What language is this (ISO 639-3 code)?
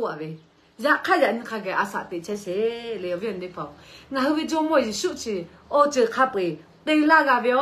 lhu